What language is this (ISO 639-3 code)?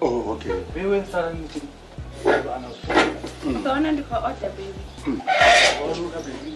ven